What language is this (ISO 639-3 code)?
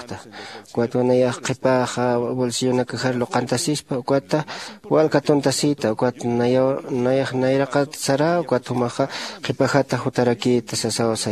aym